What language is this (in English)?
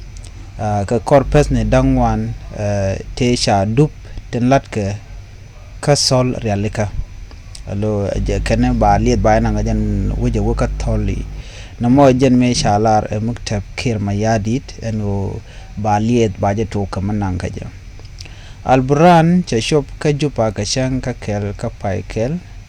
Nuer